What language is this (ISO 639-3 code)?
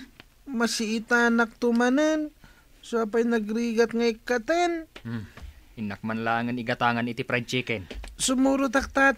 ilo